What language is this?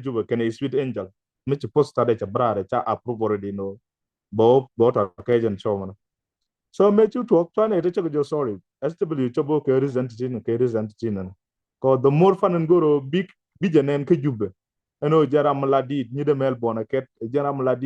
Nuer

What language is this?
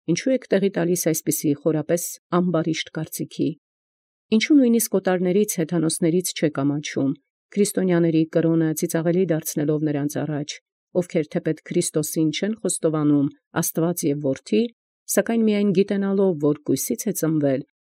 Armenian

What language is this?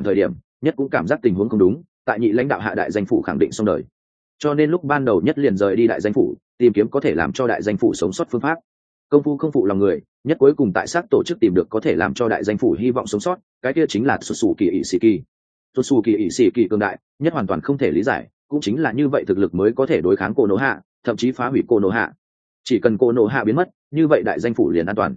Vietnamese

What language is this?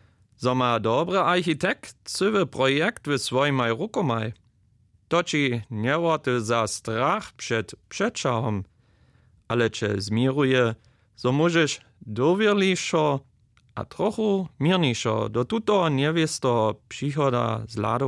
Upper Sorbian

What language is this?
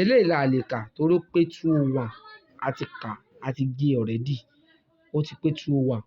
Yoruba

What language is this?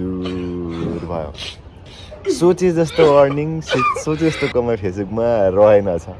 Nepali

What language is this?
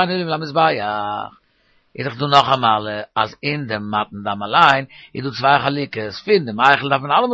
Yiddish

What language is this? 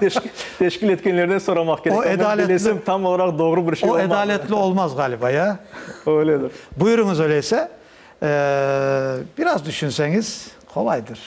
Crimean Tatar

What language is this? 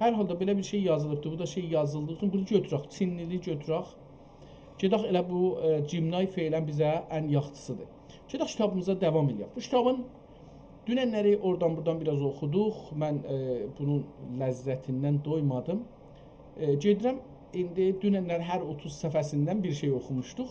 South Azerbaijani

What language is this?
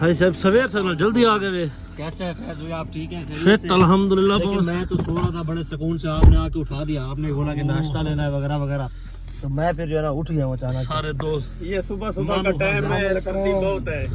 Saraiki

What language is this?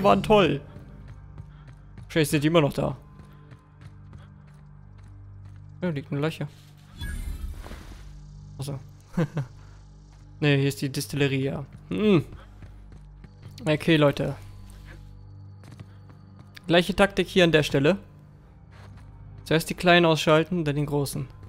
German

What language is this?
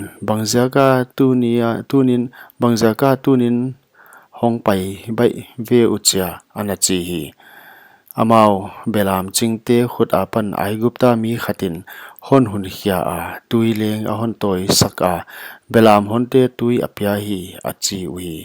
Paite Chin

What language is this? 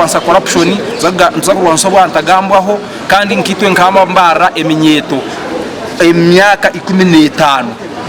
Nyankole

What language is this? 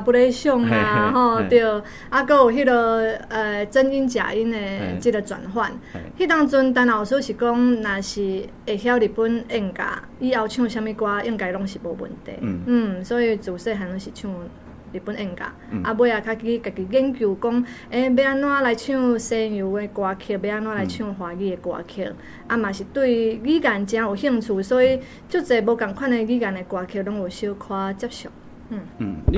Min Nan Chinese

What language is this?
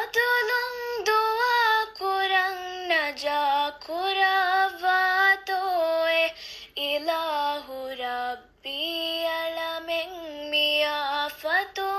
Divehi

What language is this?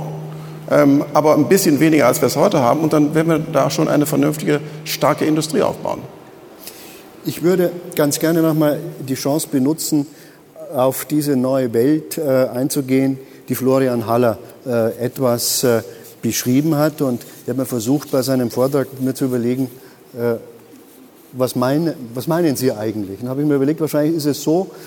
German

